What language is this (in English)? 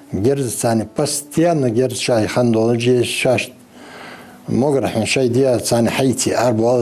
Ingush